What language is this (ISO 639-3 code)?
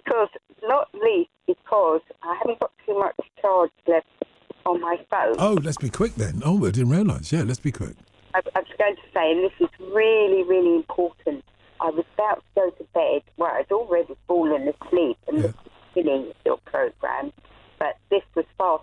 eng